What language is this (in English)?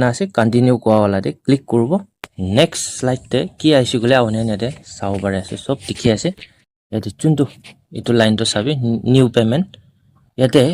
Naga Pidgin